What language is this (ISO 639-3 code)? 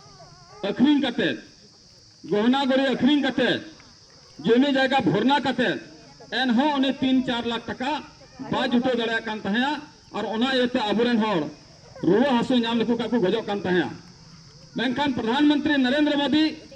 sat